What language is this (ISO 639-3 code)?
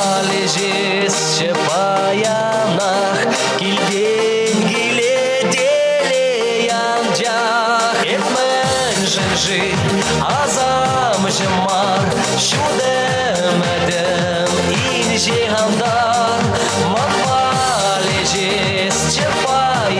chv